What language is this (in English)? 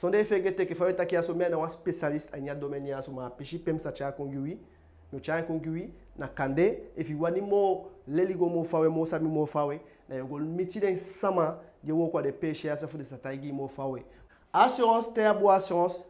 Eastern Maroon Creole